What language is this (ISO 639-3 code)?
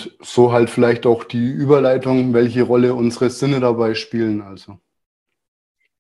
deu